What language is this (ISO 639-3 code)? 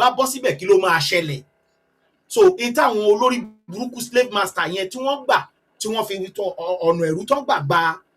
yor